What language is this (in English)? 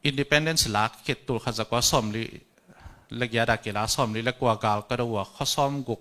Tedim Chin